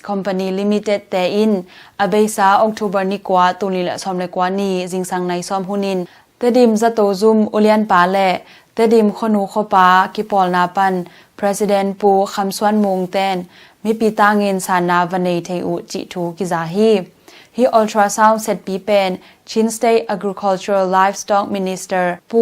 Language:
Tedim Chin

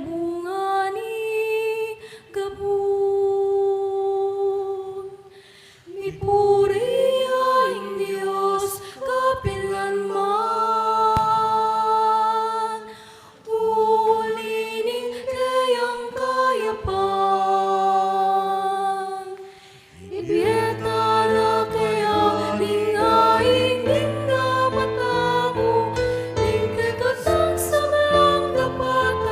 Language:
Pampanga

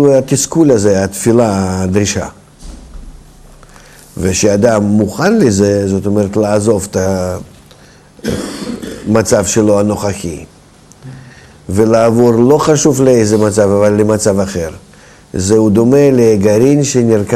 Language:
Hebrew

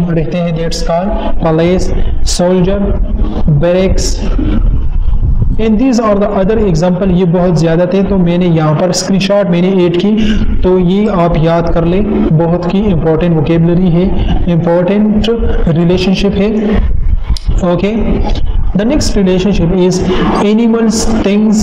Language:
Hindi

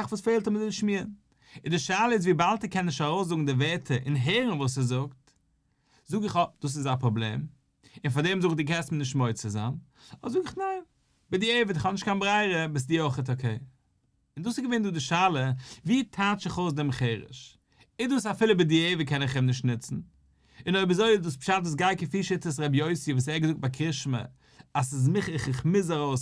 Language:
Yiddish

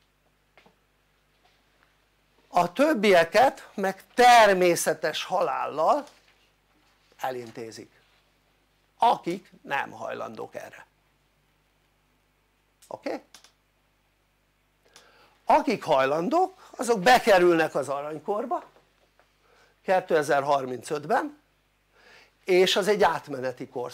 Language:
Hungarian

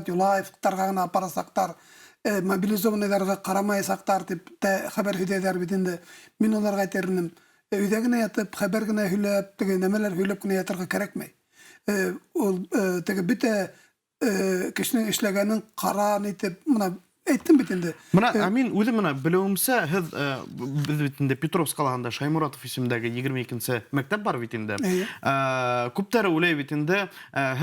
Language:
Bashkir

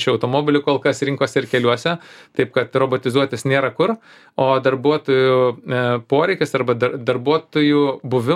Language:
Lithuanian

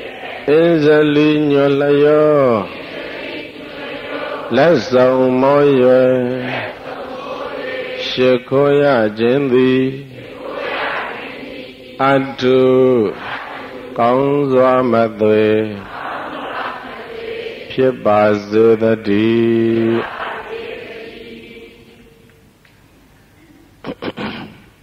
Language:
Burmese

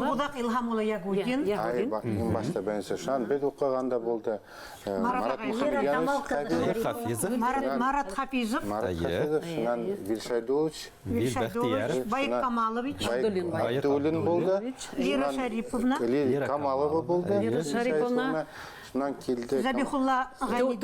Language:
Bashkir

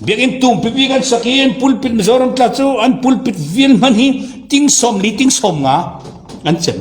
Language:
Falam Chin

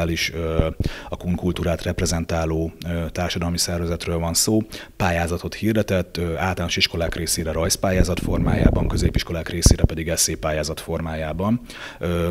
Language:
Hungarian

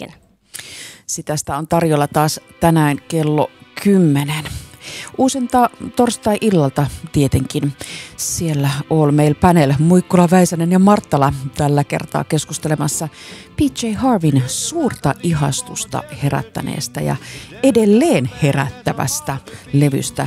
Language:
Finnish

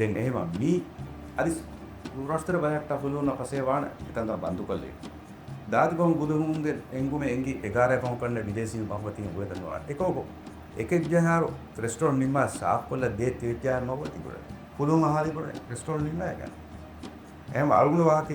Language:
Divehi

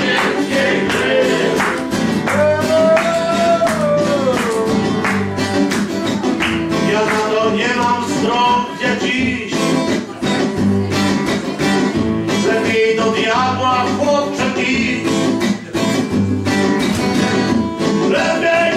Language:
Polish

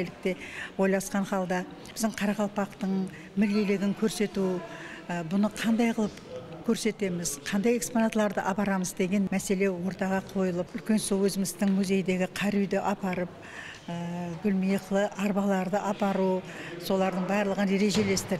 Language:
Kara-Kalpak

